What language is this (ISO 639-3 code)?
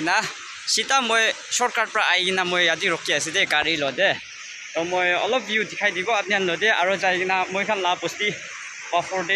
nag